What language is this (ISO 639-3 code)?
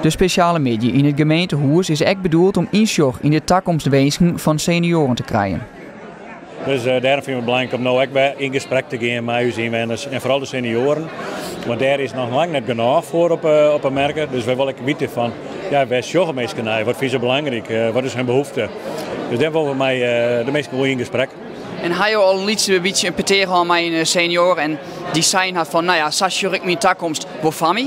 fry